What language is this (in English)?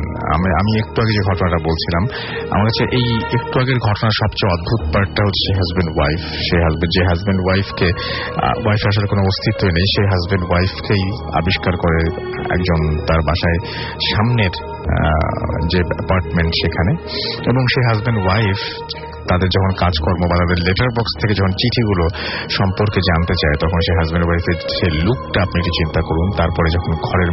Bangla